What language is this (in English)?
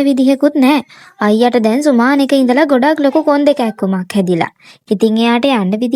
Sinhala